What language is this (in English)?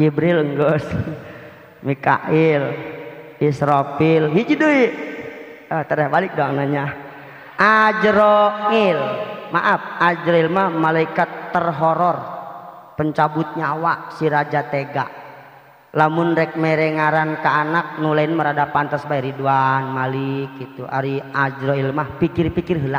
Sundanese